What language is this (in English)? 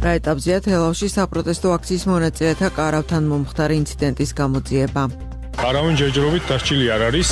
Georgian